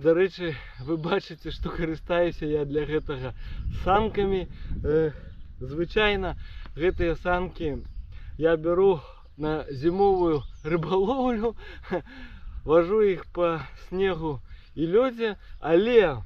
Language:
Belarusian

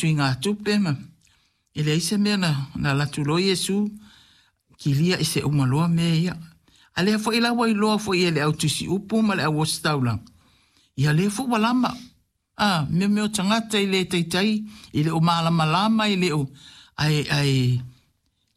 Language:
Samoan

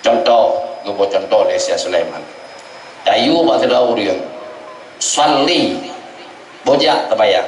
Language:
Achinese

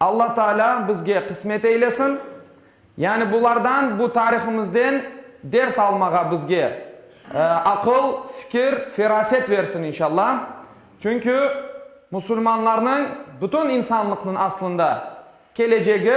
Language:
Crimean Tatar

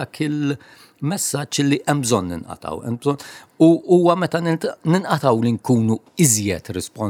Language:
Maltese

